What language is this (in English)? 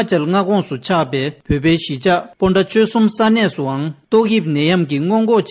Tibetan